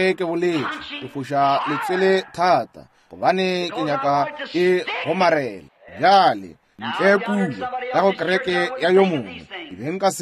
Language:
Northern Sotho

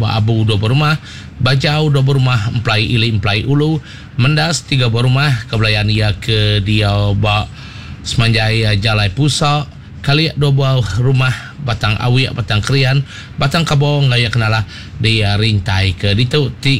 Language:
Iban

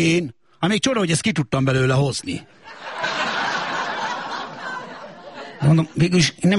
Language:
Hungarian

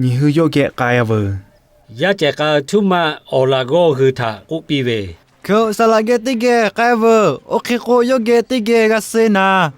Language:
Lahu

